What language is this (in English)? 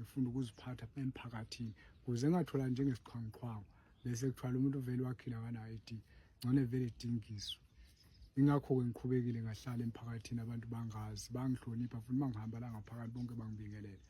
Zulu